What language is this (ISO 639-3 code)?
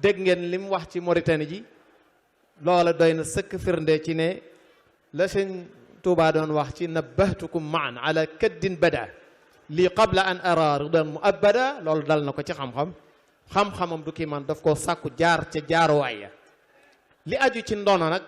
wol